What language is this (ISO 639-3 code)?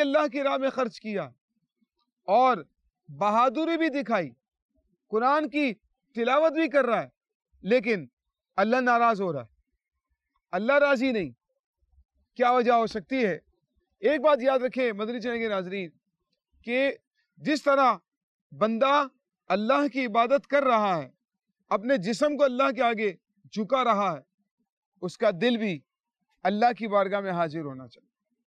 urd